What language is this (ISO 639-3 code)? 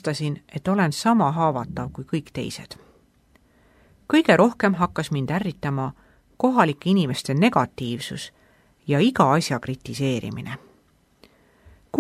est